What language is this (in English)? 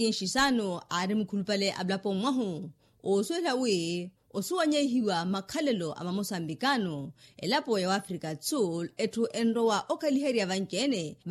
Makhuwa